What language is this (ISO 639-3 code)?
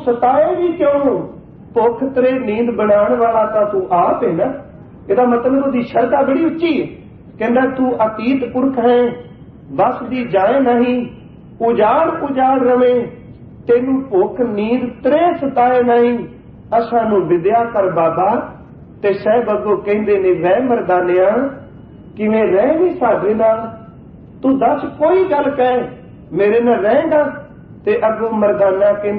pan